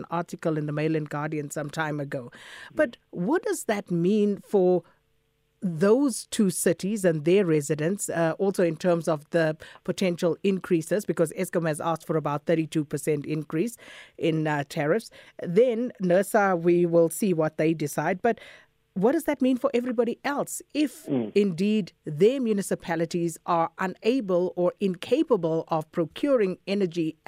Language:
English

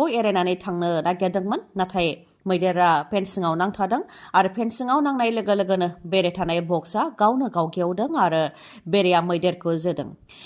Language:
Bodo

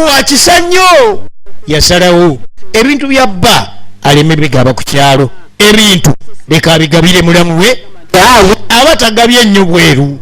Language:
Ganda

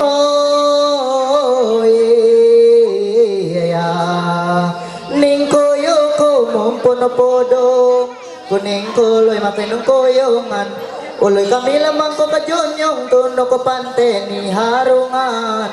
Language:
Ma'anyan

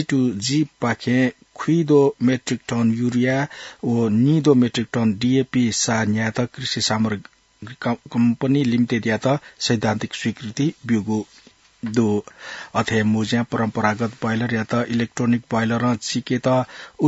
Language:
Newari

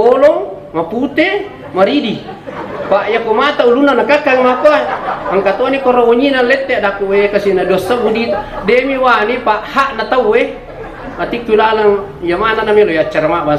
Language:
Buginese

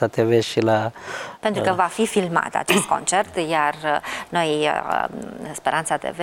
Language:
Romanian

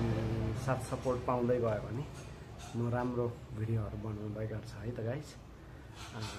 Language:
Nepali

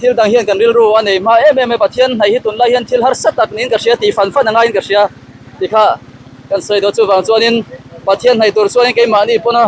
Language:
Mizo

